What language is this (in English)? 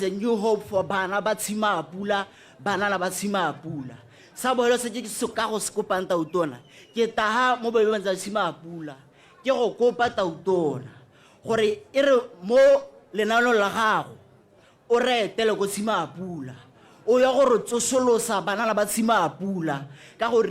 Tswana